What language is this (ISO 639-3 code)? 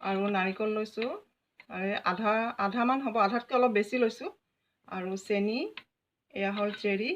asm